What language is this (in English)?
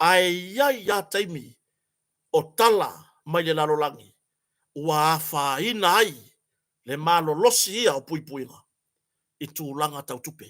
Samoan